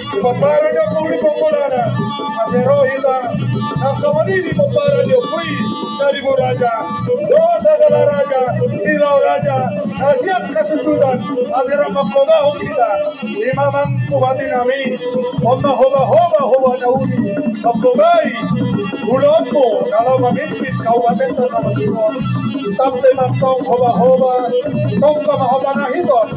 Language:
Batak Toba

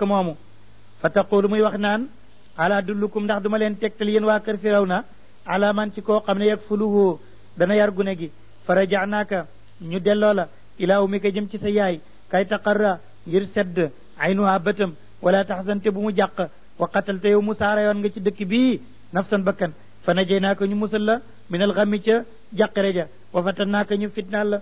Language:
Wolof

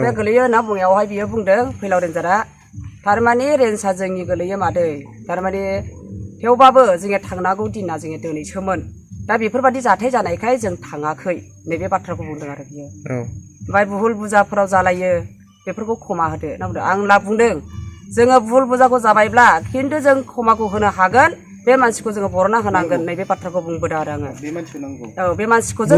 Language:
Bodo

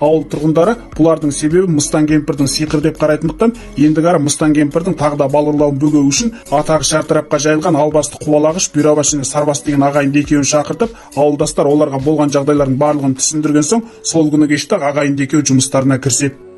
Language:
Kazakh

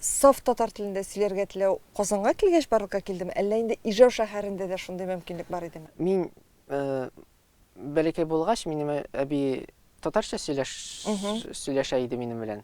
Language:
Tatar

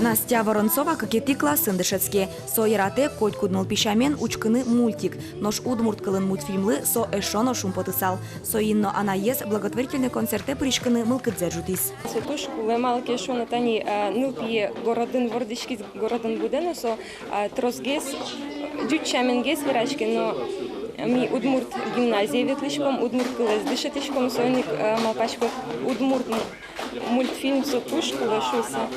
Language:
Udmurt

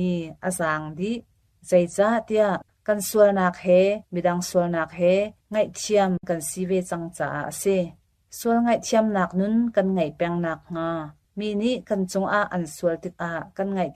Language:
Hakha Chin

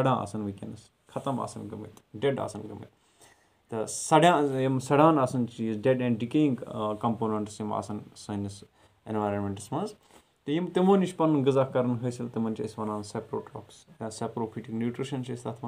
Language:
Kashmiri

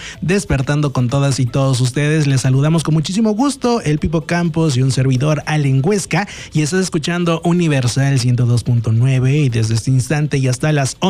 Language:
Spanish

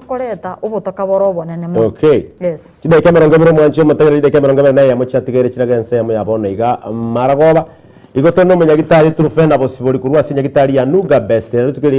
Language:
Gusii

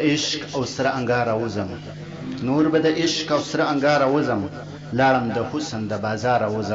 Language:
Pashto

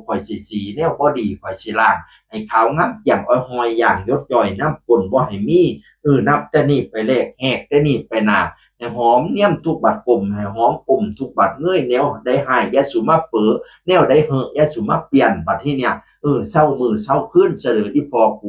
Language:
Northeastern Thai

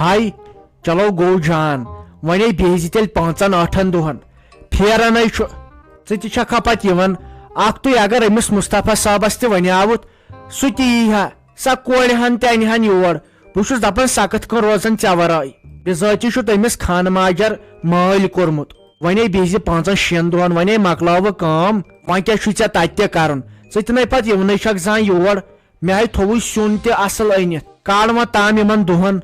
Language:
Kashmiri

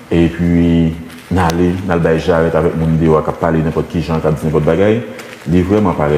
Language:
Haitian Creole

